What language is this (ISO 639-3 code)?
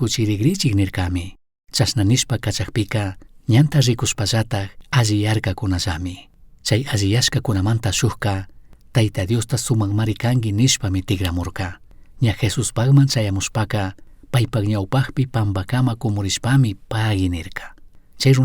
qug